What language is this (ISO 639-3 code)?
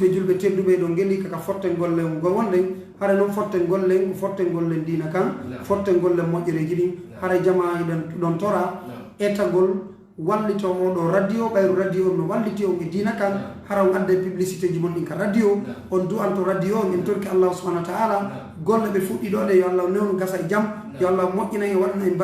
fuf